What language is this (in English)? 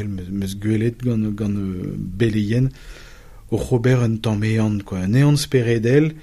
Breton